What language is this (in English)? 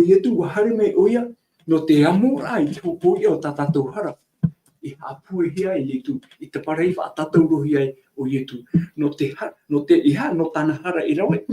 Tahitian